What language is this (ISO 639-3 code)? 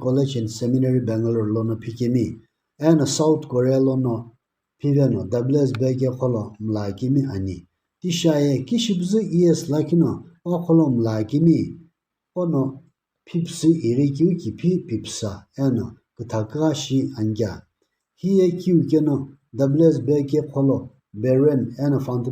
nsm